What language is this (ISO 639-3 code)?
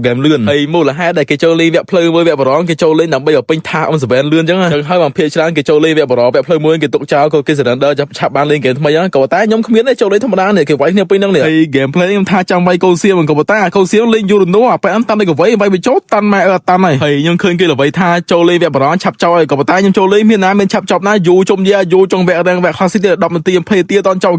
khm